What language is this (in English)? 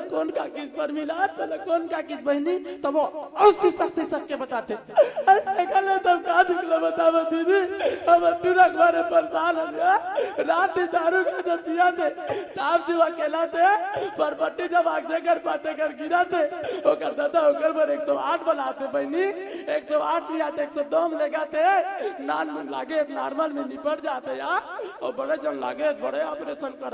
Chhattisgarhi